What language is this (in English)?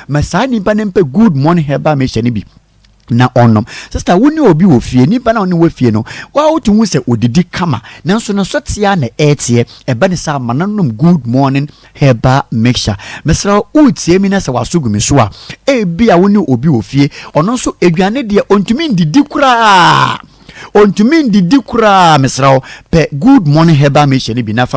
Akan